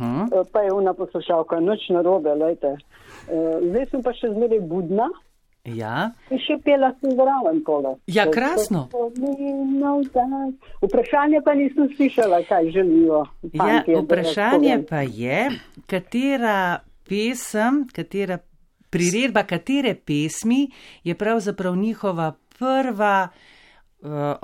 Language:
Slovenian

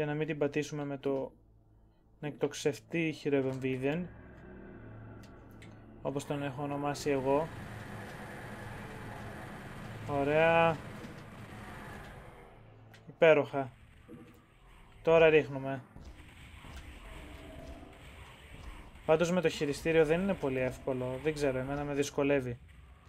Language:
Greek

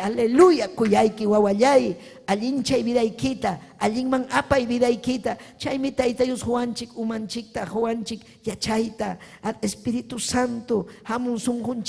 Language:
Ayacucho Quechua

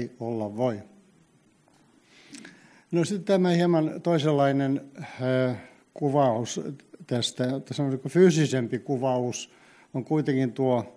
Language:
Finnish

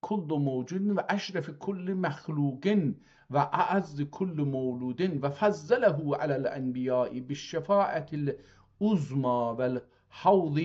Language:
South Azerbaijani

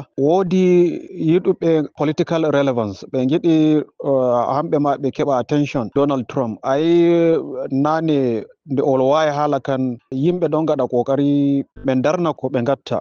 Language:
Fula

